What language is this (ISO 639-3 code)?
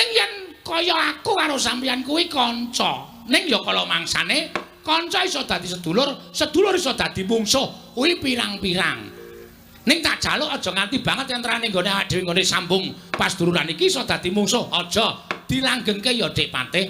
jav